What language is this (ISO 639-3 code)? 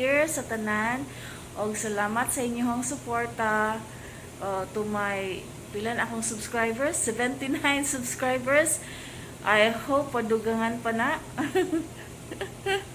ceb